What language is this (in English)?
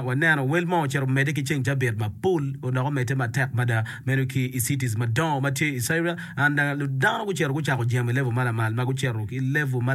Acoli